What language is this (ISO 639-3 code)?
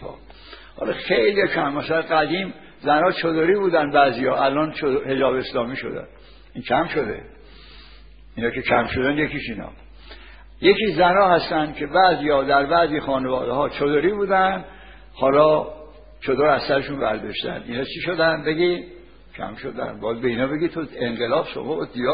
fas